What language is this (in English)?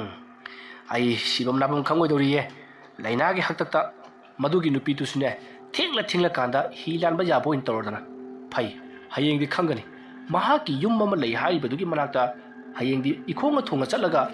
Manipuri